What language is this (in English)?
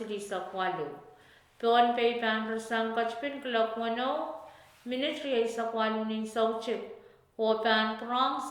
Pohnpeian